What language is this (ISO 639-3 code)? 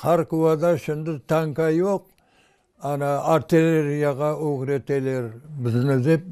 crh